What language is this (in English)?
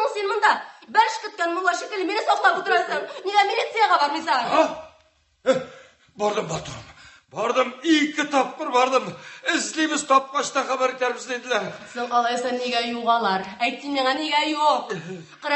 Tatar